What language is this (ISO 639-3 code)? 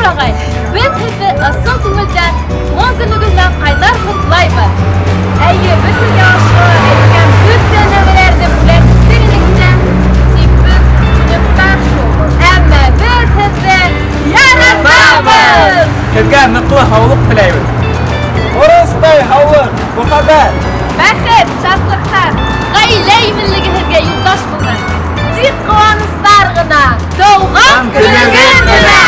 bak